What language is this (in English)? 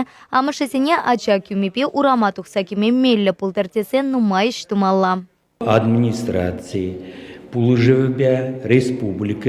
Chuvash